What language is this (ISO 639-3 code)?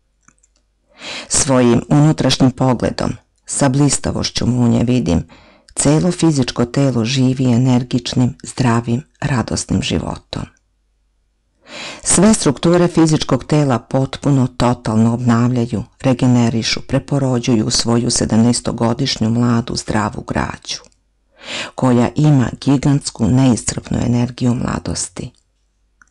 srp